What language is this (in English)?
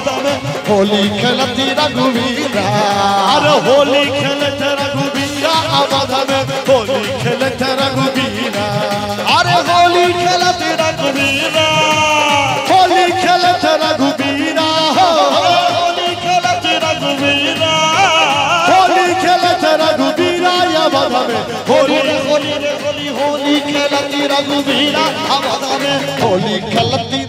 Maithili